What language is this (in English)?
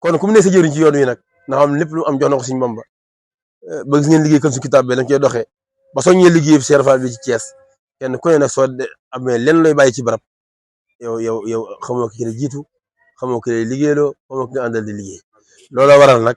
Wolof